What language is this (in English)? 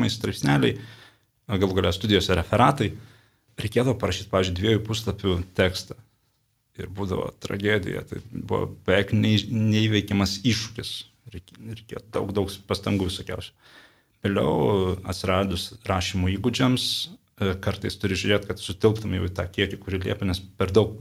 Lithuanian